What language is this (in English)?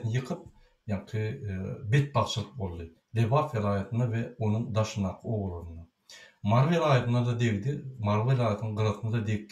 Turkmen